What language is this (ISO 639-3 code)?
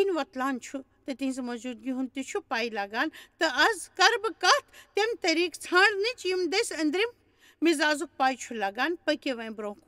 kas